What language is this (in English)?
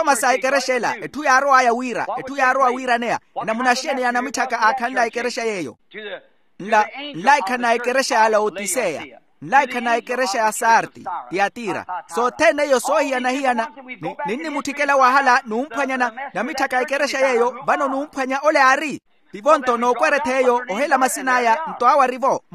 Makhuwa